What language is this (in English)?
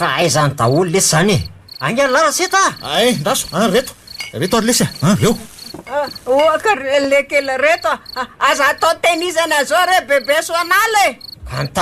Malagasy